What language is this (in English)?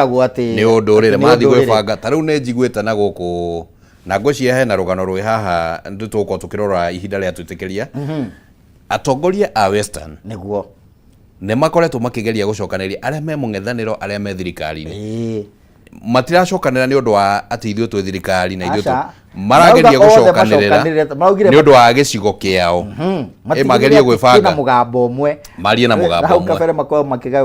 Kikuyu